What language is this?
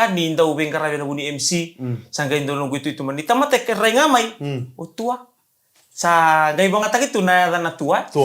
Fijian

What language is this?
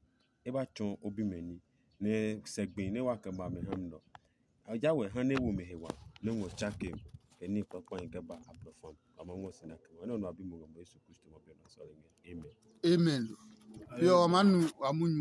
Adangme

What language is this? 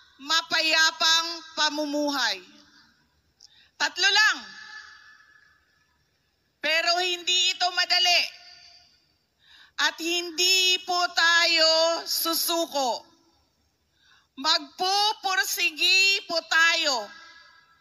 Filipino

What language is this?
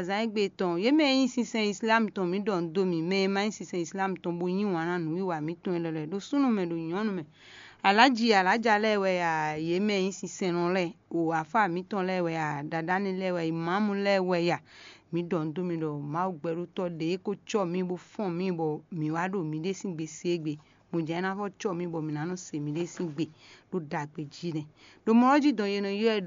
Fon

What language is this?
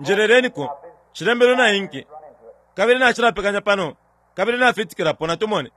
Bemba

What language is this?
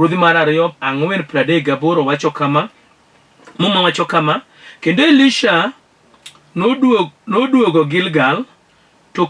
Luo (Kenya and Tanzania)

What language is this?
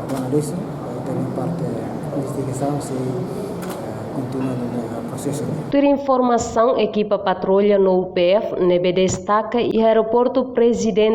Tetum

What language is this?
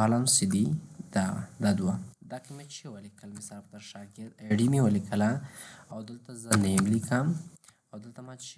Pashto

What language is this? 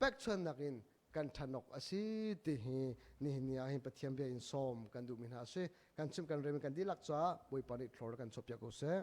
Hakha Chin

